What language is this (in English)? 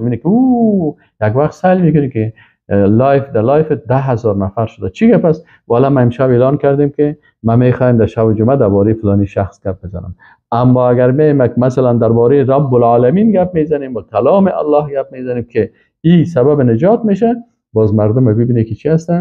Persian